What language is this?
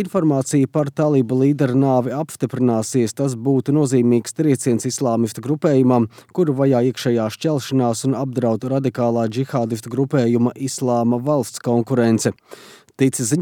Latvian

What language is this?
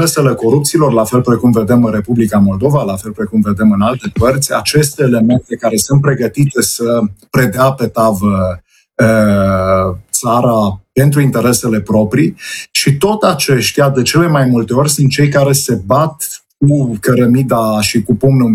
Romanian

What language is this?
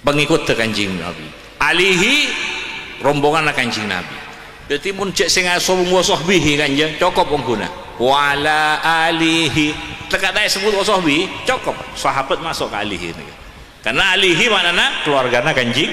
Madurese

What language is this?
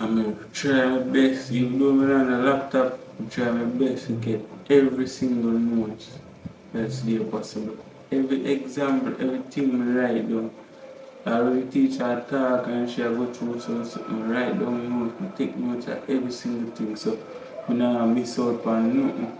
Jamaican Creole English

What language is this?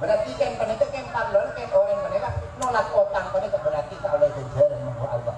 Madurese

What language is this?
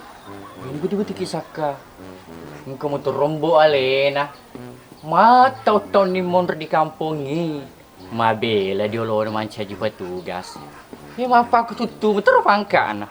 Buginese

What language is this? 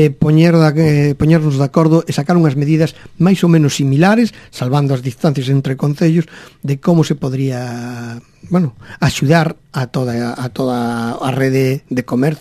Galician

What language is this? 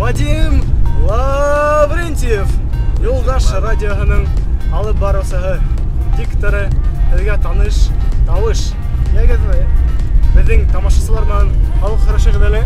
Bashkir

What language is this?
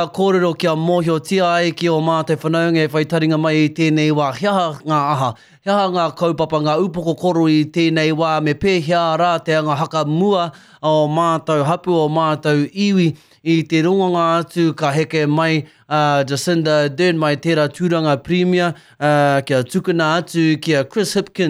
Māori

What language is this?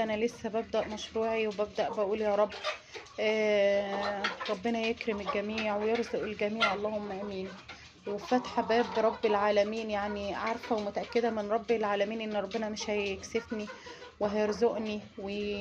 Egyptian Arabic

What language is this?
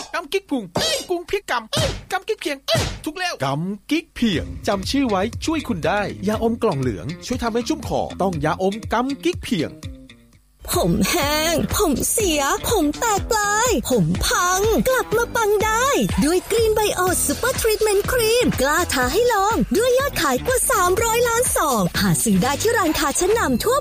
Thai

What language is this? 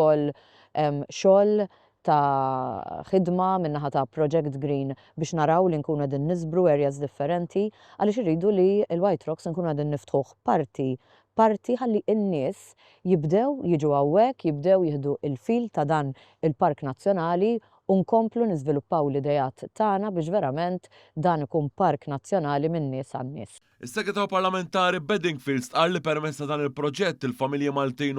Maltese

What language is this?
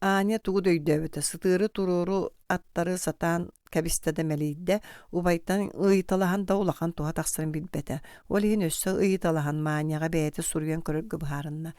Yakut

